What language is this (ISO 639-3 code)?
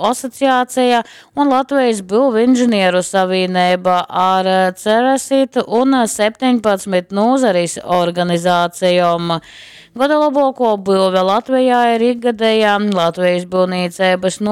ltg